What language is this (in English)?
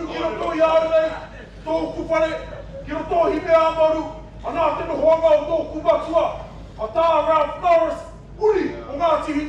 Māori